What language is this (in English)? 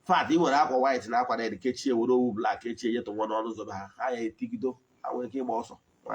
Igbo